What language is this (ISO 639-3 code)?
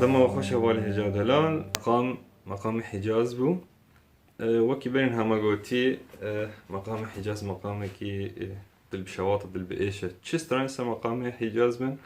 kur